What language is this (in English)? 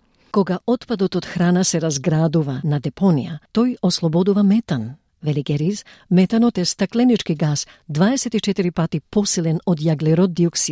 Macedonian